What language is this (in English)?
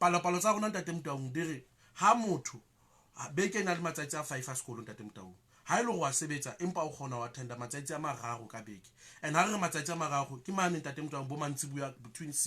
Southern Sotho